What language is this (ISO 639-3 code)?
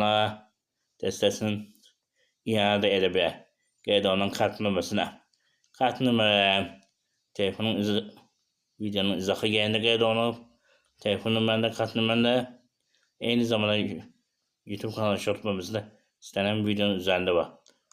aze